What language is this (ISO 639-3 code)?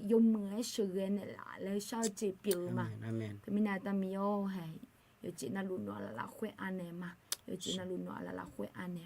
ahk